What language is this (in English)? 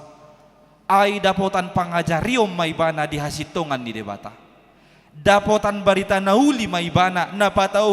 Batak Toba